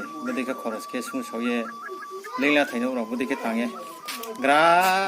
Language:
Riang (India)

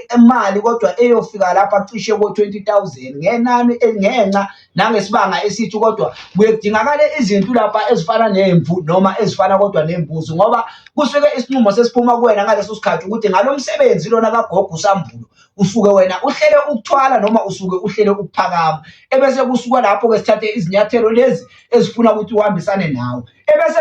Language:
Zulu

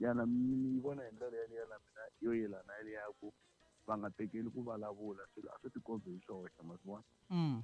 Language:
Tsonga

